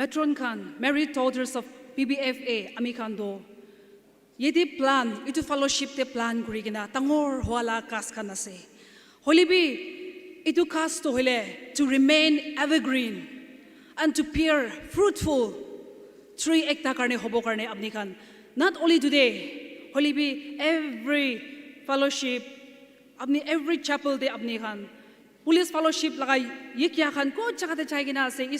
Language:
Naga Pidgin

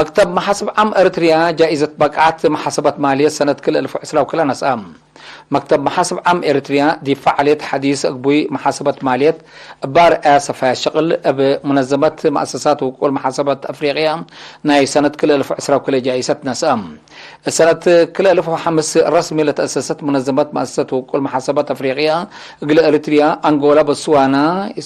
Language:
Tigre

